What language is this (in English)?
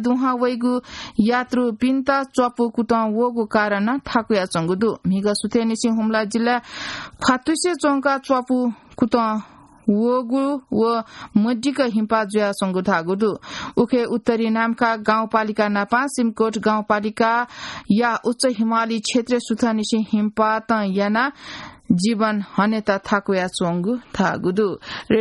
Newari